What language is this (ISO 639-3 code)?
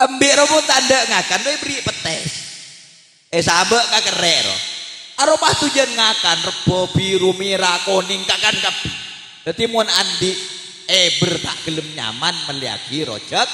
mad